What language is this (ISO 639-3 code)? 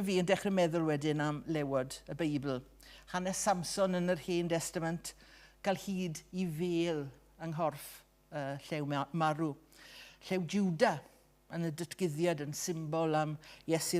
cym